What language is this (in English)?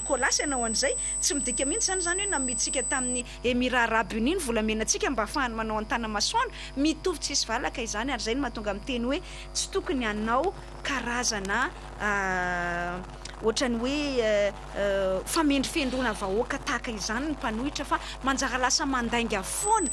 Malagasy